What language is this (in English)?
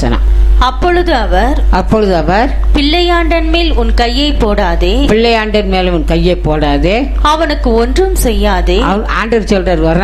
Tamil